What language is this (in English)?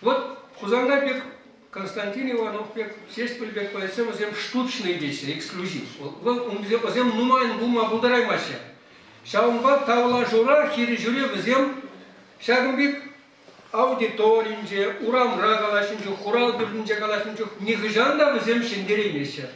Chuvash